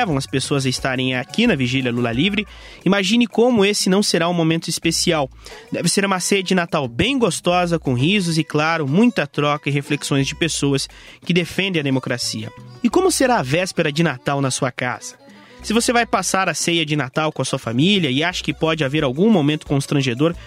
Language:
Portuguese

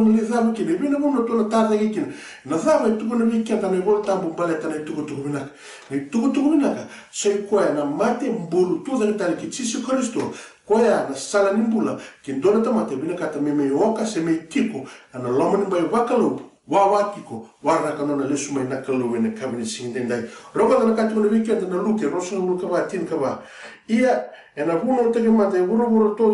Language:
Fijian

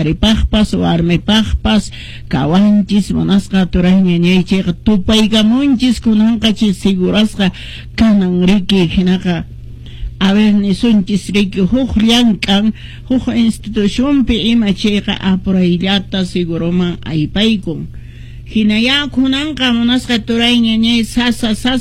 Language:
Quechua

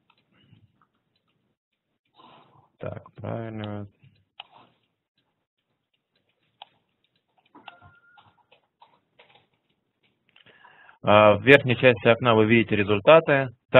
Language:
Russian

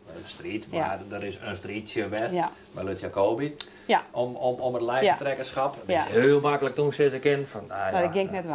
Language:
Western Frisian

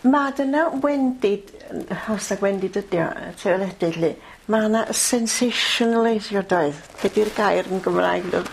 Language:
Welsh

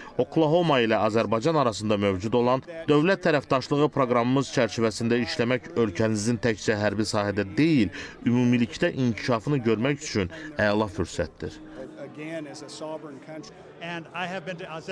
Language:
Azerbaijani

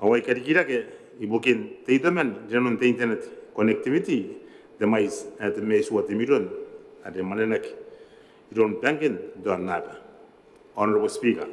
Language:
Gilbertese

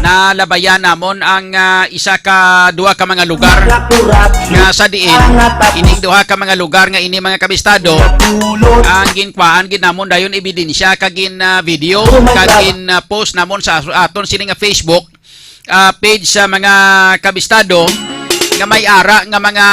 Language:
Hiligaynon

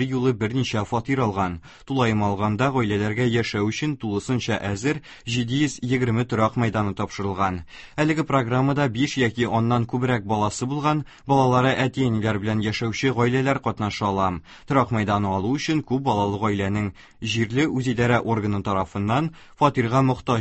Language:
Tatar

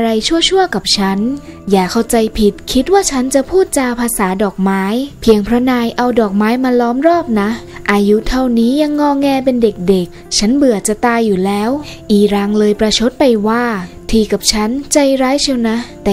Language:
Thai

